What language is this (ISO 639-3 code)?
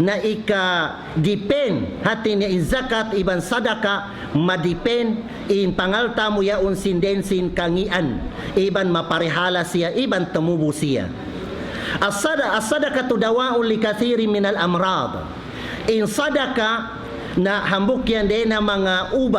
tsg